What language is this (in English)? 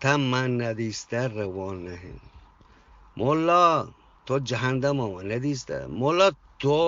Eastern Balochi